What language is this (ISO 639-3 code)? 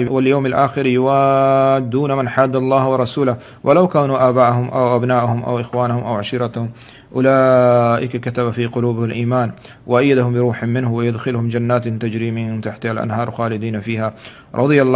bgp